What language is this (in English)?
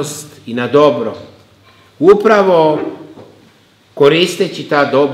Serbian